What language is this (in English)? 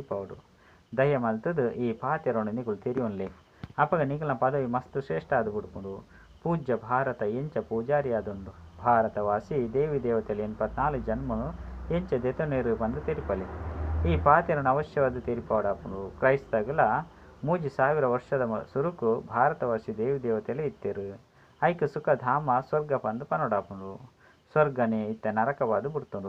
Tulu